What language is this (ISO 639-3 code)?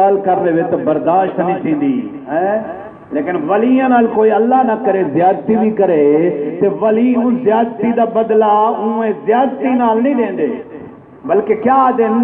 skr